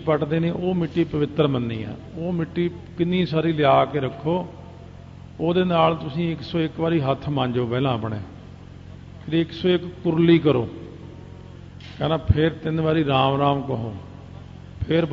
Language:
Punjabi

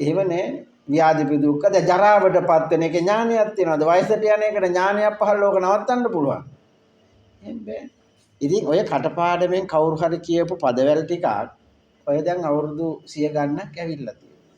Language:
Sinhala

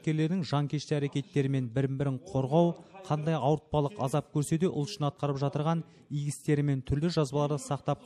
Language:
Kazakh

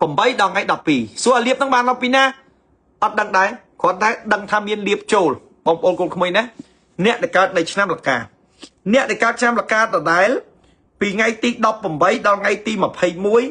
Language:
Khmer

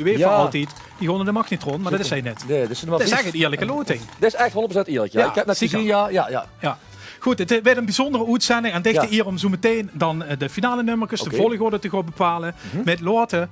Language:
Limburgish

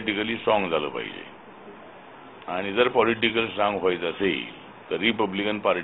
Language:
Marathi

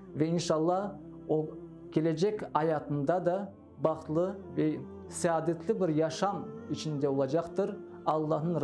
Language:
Crimean Tatar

